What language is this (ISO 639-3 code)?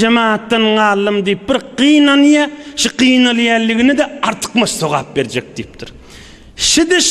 tuk